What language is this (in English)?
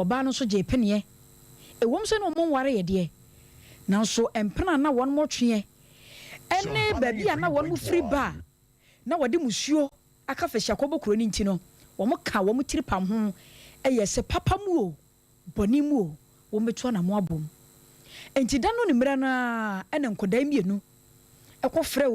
Akan